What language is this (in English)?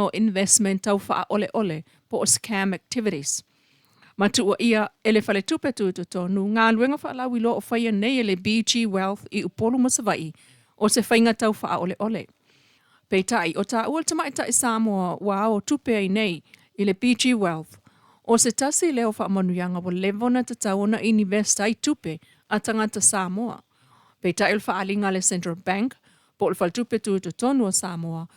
Samoan